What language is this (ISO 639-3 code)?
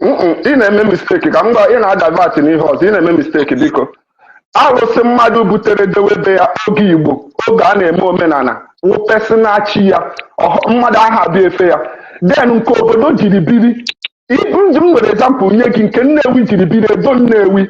ibo